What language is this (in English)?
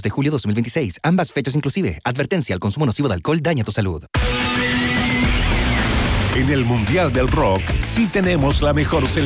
Spanish